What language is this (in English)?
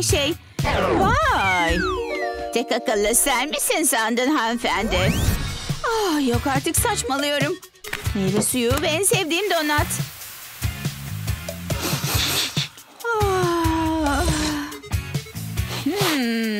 Turkish